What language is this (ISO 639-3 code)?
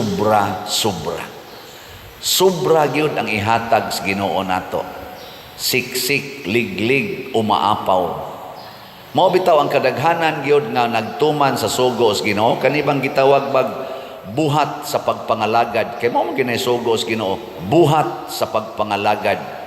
ceb